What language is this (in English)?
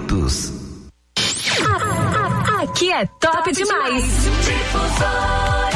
Portuguese